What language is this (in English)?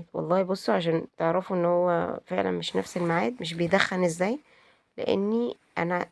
Egyptian Arabic